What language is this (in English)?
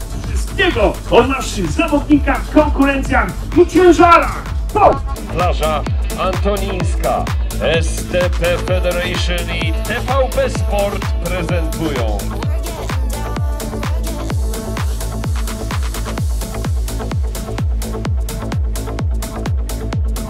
Polish